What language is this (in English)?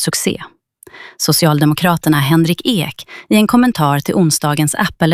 Swedish